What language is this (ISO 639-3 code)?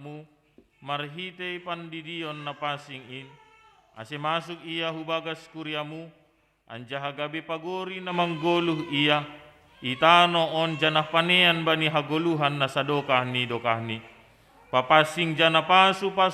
bts